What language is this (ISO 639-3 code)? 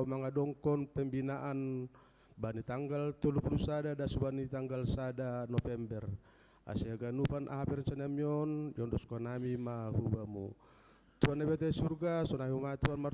bts